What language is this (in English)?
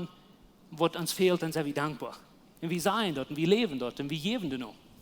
Plautdietsch